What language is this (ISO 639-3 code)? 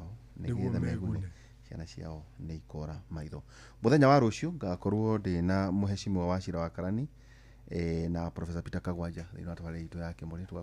kik